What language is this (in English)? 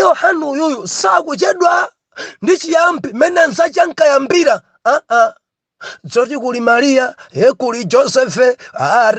Nyanja